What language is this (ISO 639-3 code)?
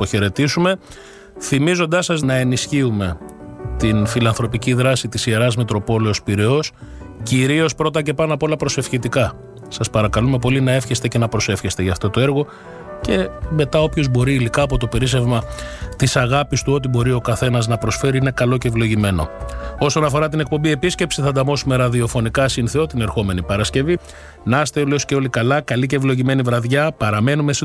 ell